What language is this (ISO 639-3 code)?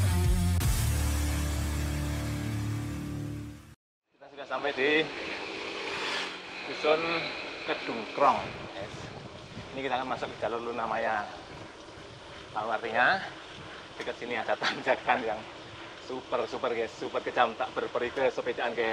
ind